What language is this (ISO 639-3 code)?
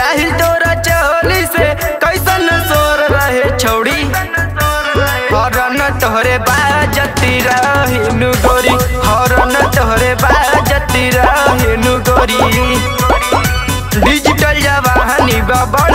bho